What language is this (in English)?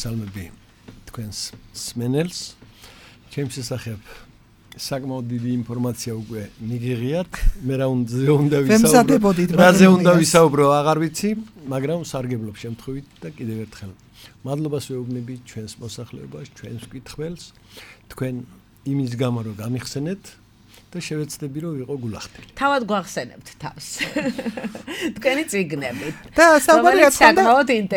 Georgian